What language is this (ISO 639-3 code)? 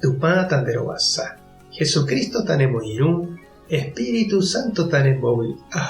grn